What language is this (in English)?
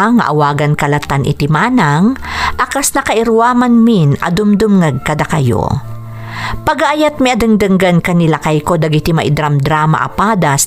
Iloko